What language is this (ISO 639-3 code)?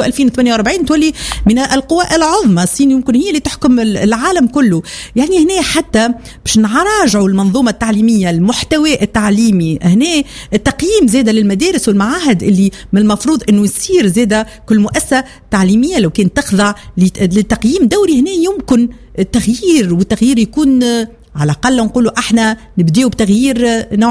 aeb